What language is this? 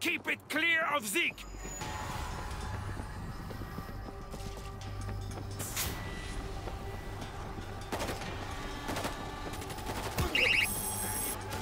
English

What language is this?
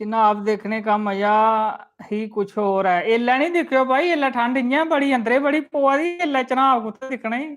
Dogri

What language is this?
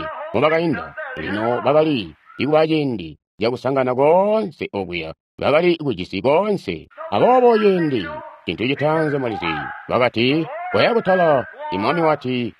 Tonga (Zambia)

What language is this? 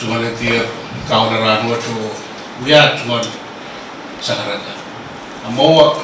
Pohnpeian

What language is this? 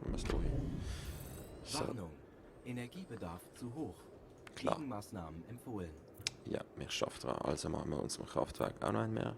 Swiss German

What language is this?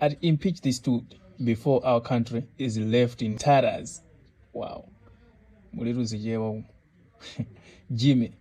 Nyanja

